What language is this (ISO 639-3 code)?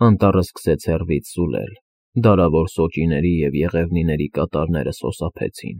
hye